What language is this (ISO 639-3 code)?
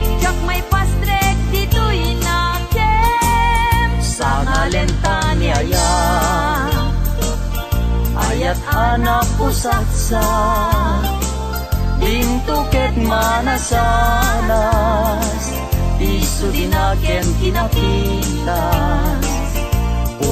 ilo